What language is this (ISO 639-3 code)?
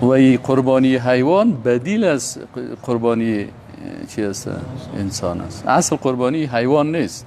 fas